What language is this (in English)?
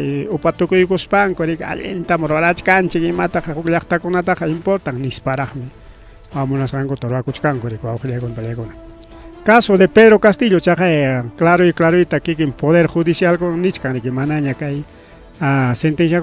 Ayacucho Quechua